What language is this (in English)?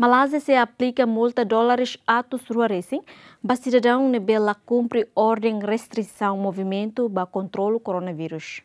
Tetum